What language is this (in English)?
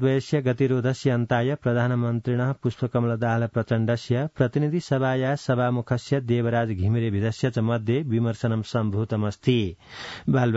Sanskrit